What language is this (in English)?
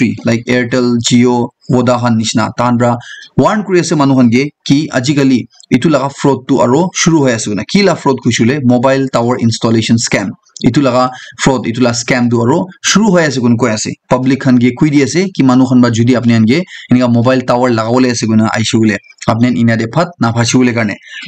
Naga Pidgin